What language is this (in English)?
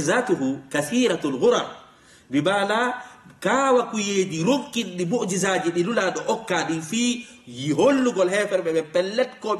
Fula